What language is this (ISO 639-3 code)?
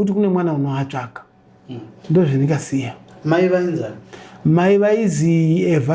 sna